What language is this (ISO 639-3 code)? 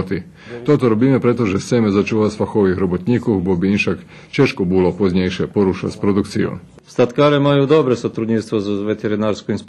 rue